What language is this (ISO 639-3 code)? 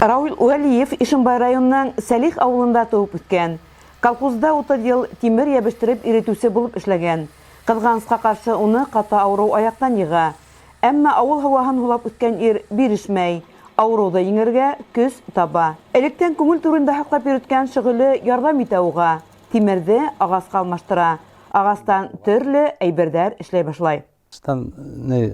bak